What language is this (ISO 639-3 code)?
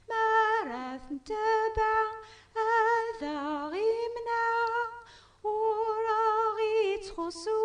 kab